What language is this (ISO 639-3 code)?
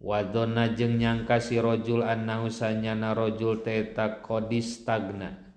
sun